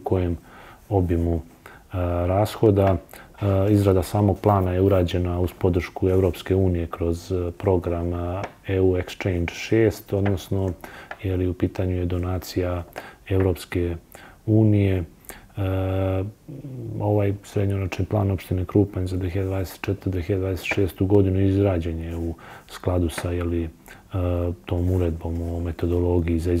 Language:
Serbian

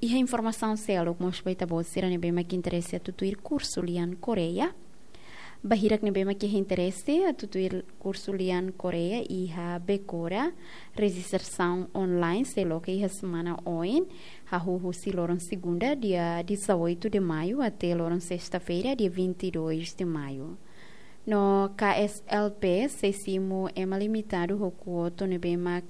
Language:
Tetum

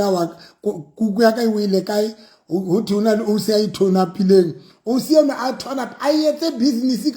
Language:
Southern Sotho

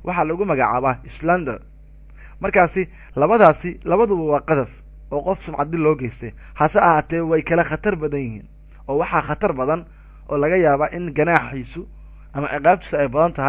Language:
Somali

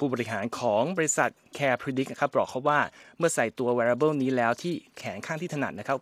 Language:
Thai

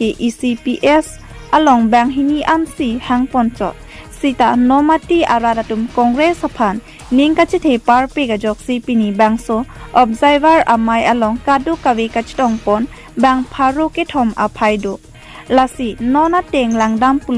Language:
Karbi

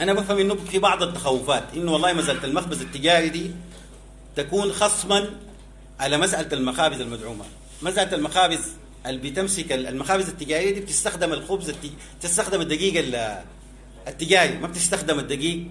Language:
Sudanese Arabic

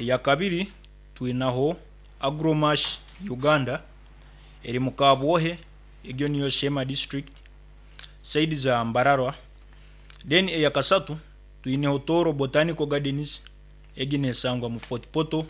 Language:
Nyankole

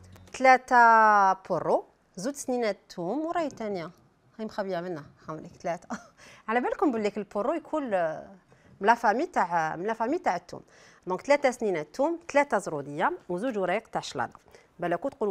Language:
Algerian Arabic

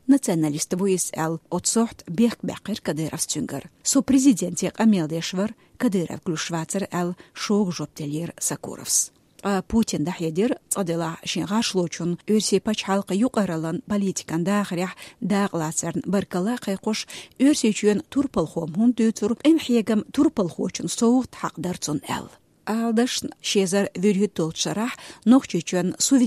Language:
Chechen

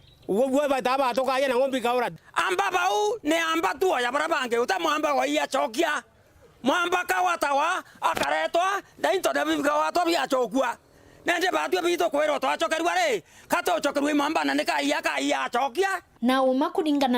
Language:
Meru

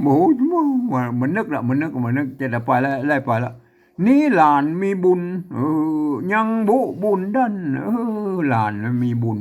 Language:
Northern Thai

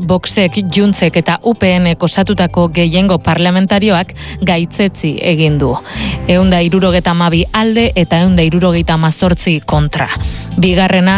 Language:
Basque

